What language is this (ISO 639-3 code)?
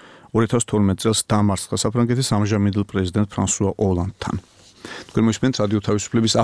kat